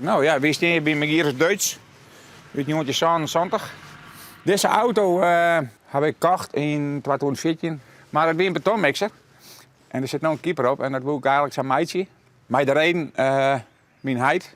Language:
Western Frisian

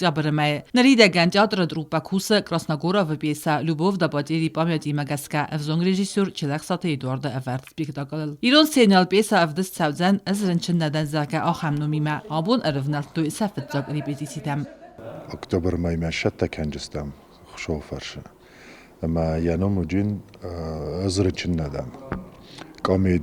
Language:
Ossetic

